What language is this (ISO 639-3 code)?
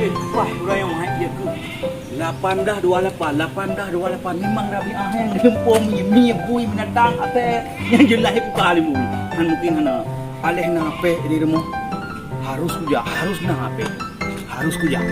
ace